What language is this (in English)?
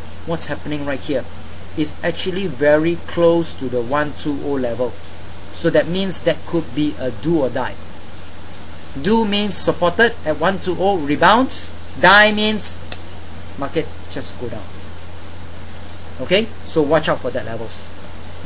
English